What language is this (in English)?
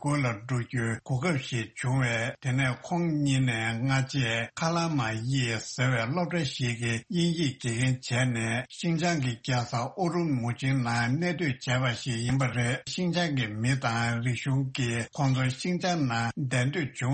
Tibetan